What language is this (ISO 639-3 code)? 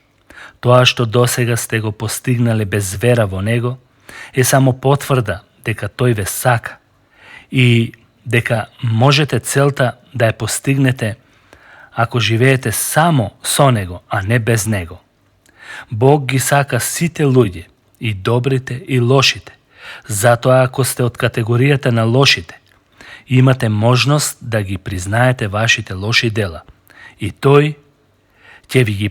mkd